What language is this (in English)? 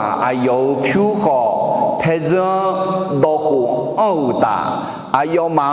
Akha